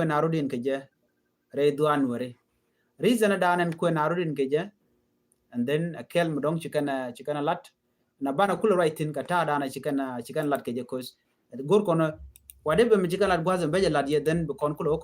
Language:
Nuer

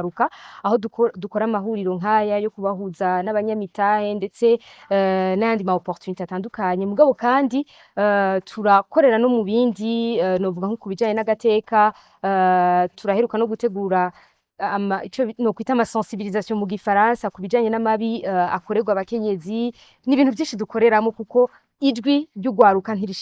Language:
Rundi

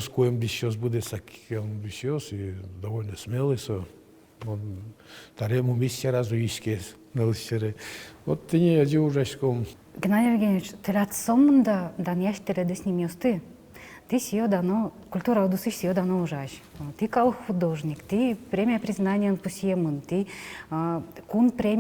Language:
Udmurt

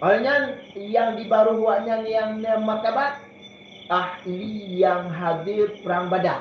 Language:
Achinese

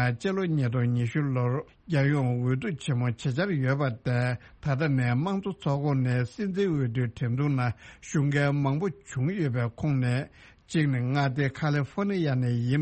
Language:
Tibetan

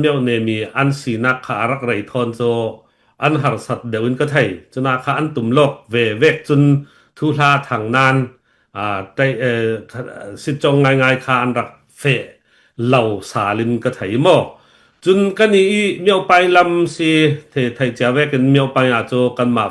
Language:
Falam Chin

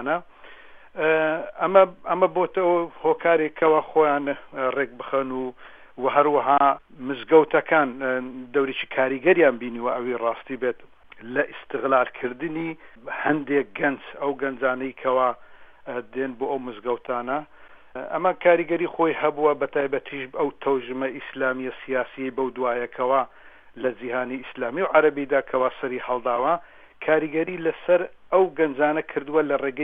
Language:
Central Kurdish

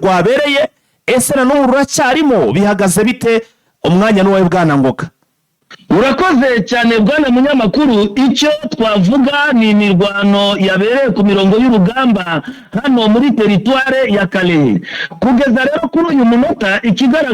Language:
Kinyarwanda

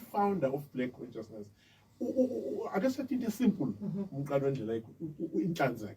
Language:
Zulu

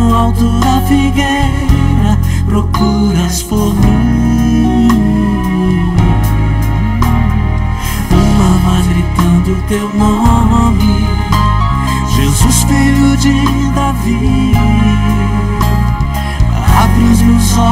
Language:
Portuguese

